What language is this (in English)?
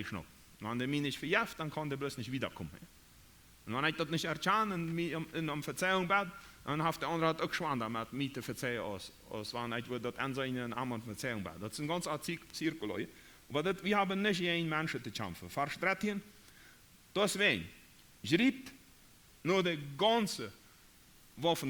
Plautdietsch